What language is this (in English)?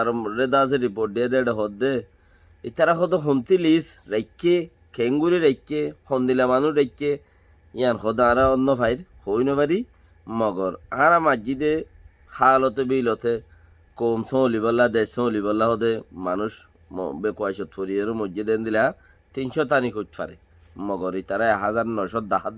Rohingya